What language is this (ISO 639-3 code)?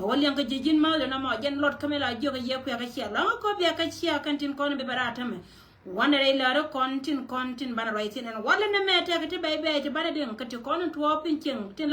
nus